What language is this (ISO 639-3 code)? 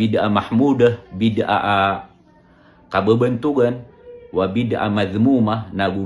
mrw